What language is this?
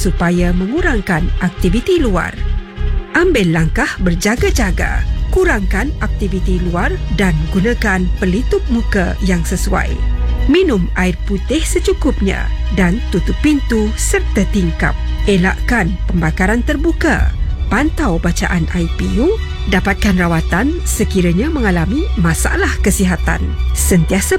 Malay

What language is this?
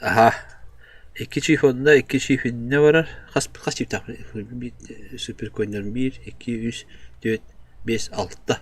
Yakut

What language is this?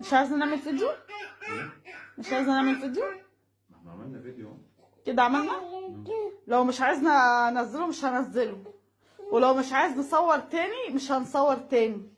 Egyptian Arabic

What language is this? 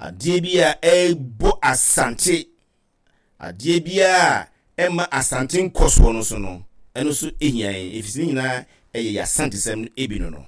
Akan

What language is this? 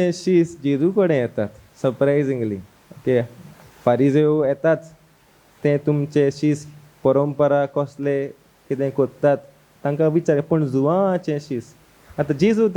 Konkani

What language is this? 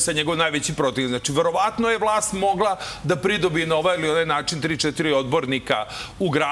Serbian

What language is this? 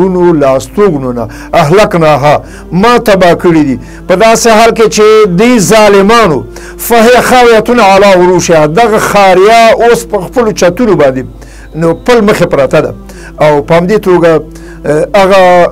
Pashto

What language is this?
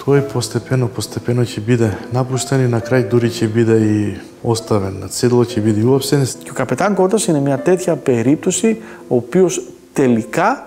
Macedonian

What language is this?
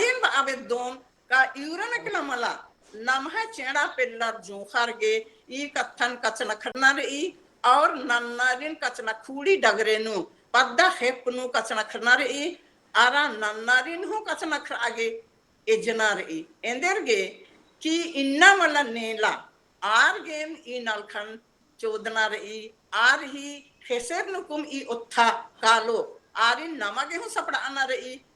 Kurukh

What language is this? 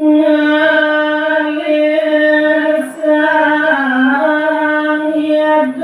Balinese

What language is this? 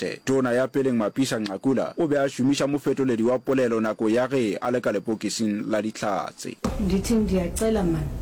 Northern Sotho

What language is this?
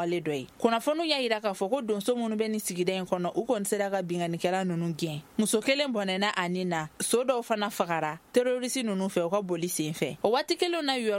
Bambara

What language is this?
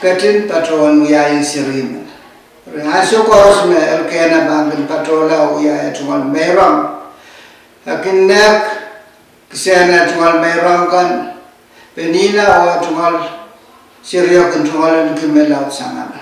Pohnpeian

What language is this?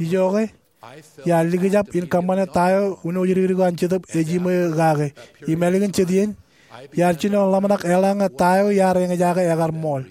Marshallese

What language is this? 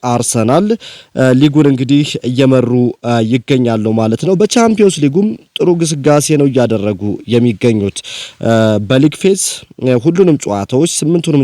Amharic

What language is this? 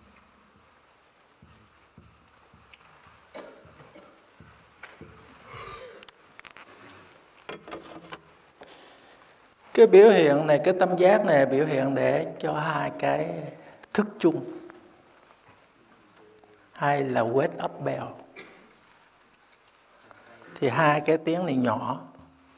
Vietnamese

